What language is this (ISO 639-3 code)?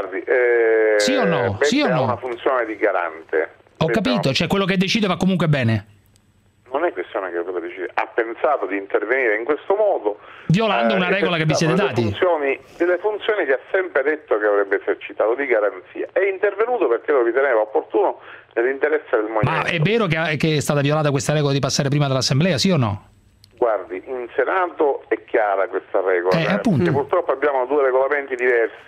ita